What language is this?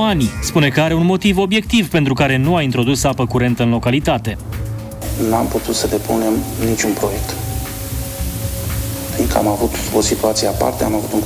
Romanian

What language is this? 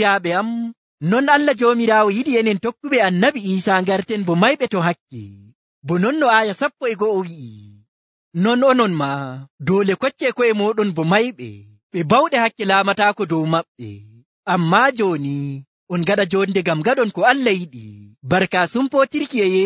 Nigerian Fulfulde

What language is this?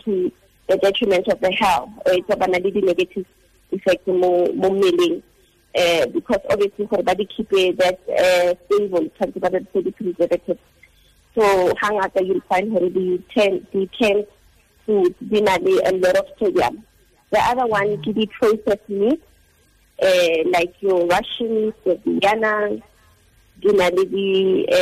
Tswana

